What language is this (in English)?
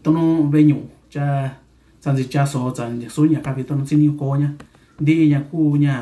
Mixtepec Mixtec